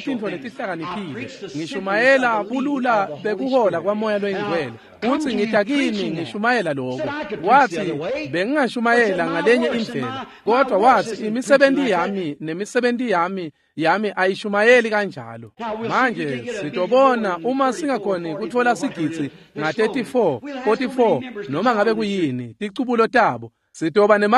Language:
Swati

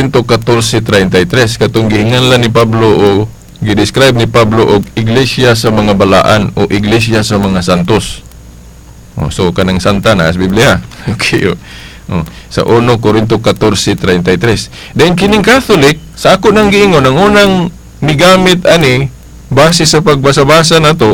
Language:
Cebuano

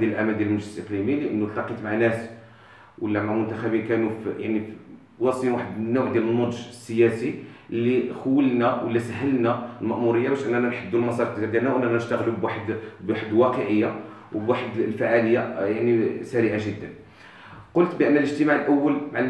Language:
Moroccan Arabic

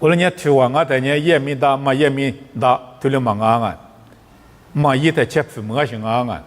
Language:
Lisu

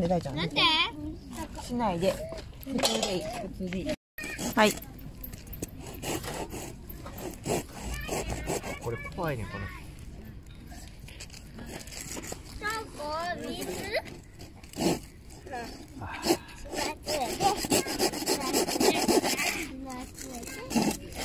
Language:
Japanese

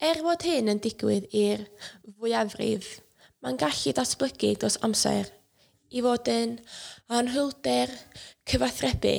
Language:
Welsh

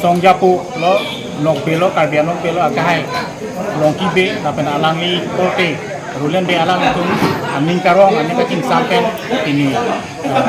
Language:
Karbi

